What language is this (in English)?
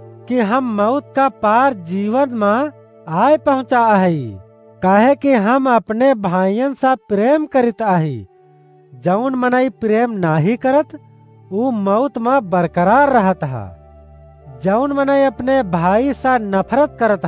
Awadhi